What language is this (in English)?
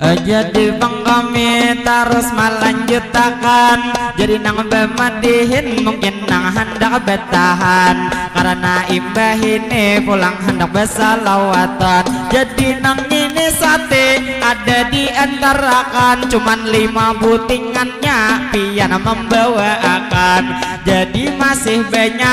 Banjar